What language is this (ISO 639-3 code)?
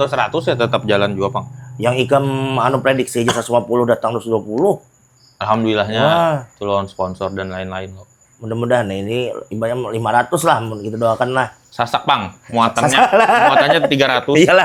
bjn